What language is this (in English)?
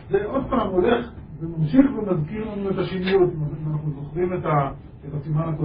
Hebrew